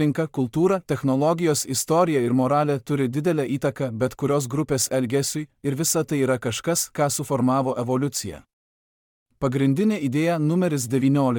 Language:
Lithuanian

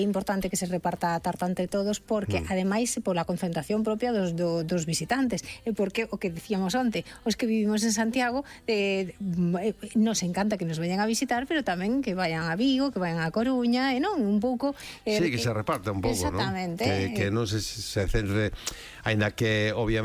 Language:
Galician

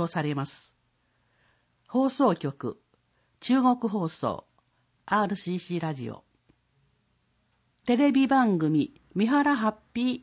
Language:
Japanese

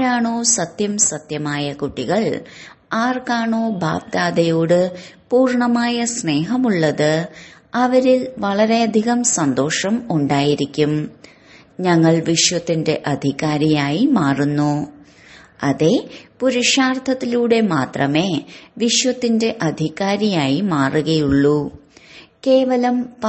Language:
Malayalam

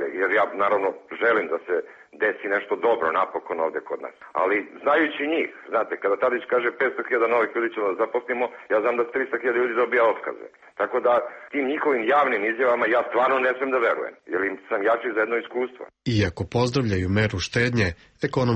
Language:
Serbian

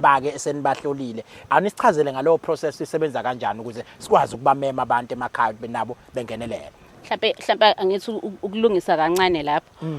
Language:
Zulu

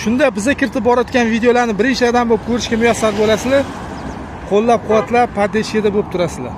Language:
Uzbek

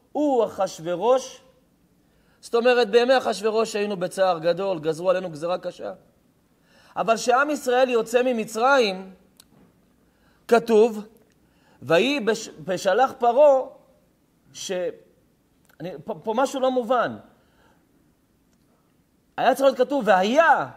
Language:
Hebrew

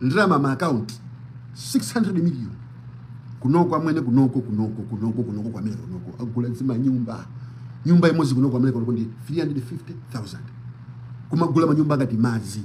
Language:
Nyanja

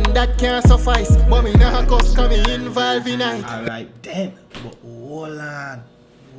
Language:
Jamaican Creole English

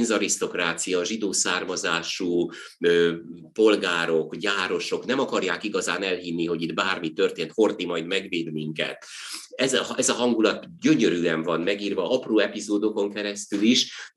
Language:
Hungarian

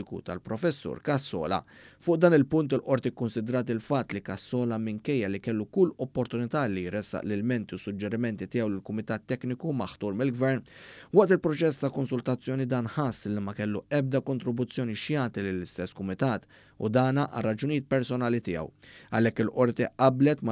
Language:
Maltese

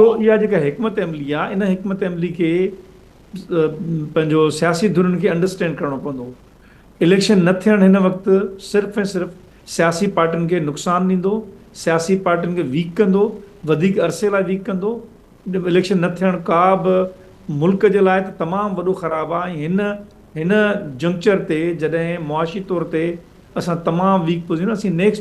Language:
Sindhi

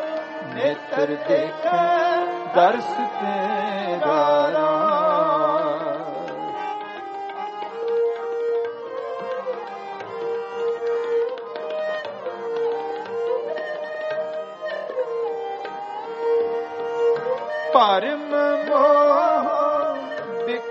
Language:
Punjabi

